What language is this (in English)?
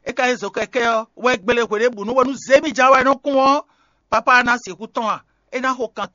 Fon